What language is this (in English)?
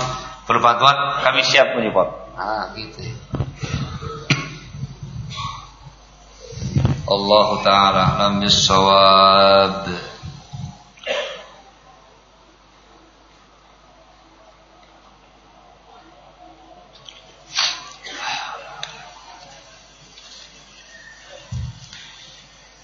Indonesian